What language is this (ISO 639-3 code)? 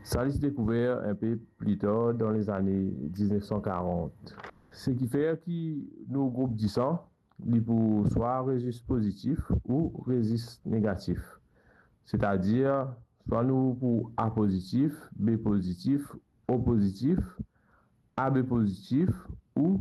mfe